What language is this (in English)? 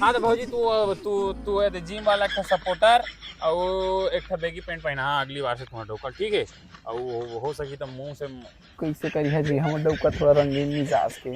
Chhattisgarhi